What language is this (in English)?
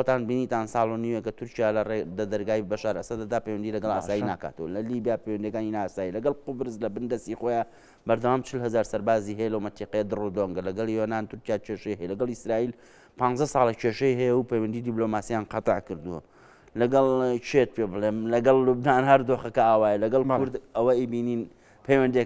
Central Kurdish